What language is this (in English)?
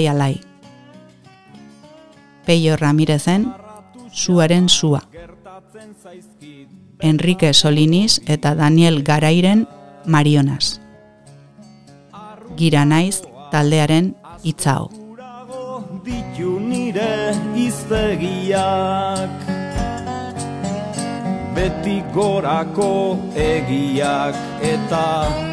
Basque